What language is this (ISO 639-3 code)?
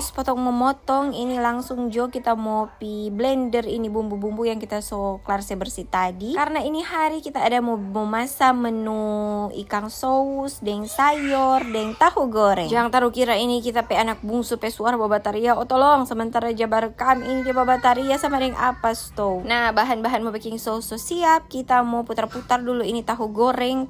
xmm